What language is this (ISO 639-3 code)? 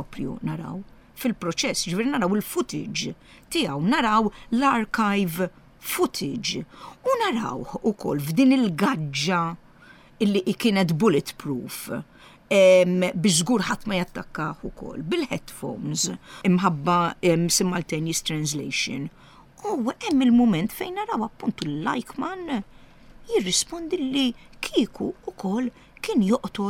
mlt